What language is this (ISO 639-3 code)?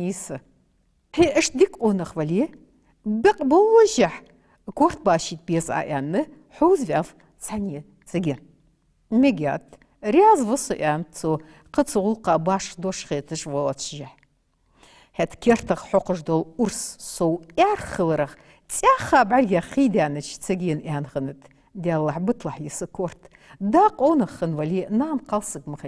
inh